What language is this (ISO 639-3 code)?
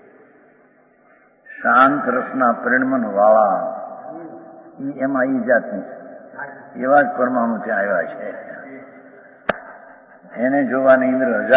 guj